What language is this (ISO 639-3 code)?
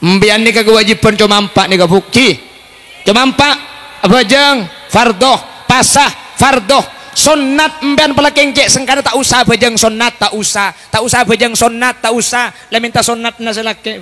mad